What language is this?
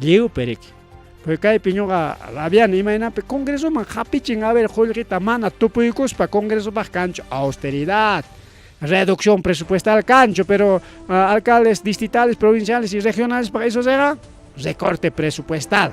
Ayacucho Quechua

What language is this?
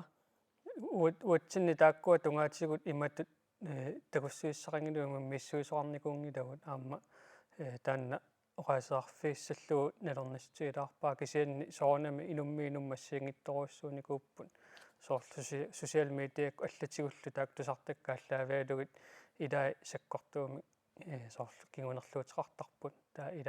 Kalaallisut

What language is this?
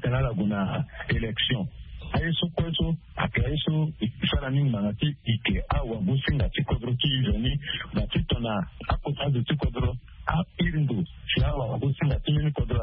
Sango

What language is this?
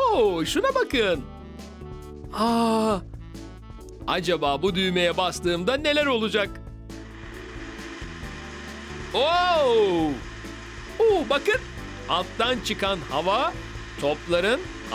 Turkish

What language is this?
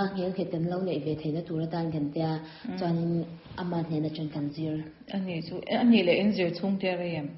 Mizo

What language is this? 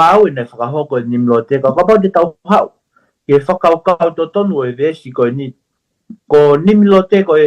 Tongan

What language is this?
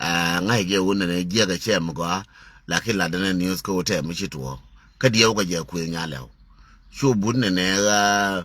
Nuer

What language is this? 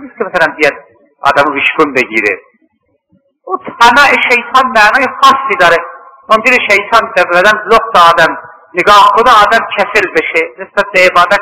Persian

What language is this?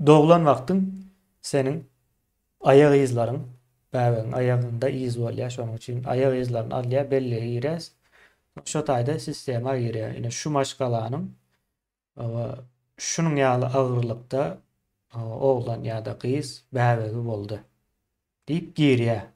Turkmen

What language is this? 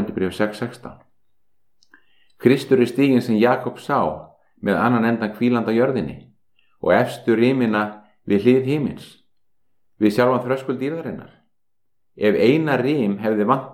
Icelandic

